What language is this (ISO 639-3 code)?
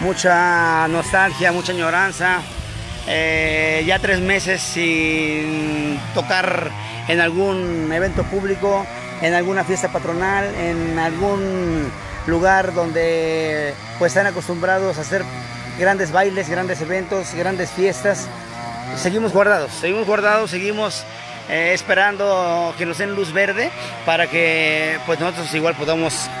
spa